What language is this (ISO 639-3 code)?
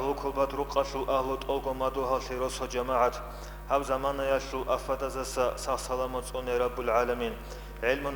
ava